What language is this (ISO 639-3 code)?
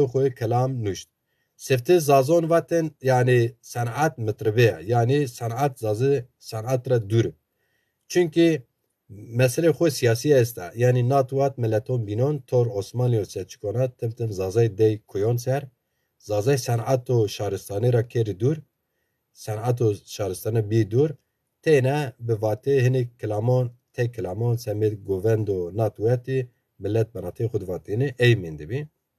zza